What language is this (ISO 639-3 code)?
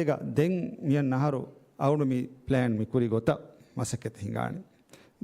div